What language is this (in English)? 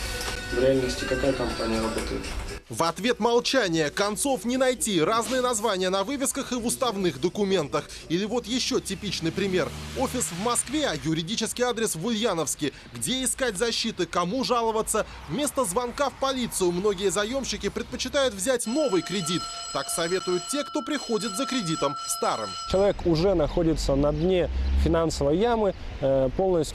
Russian